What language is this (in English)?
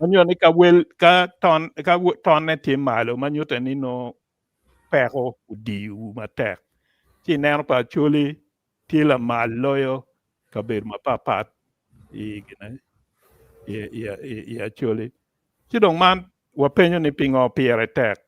Acoli